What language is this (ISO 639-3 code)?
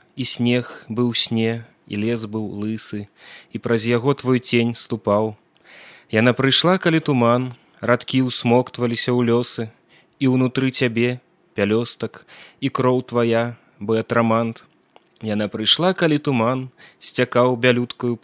bel